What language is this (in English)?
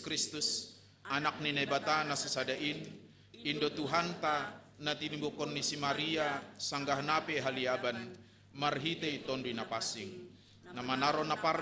Batak Simalungun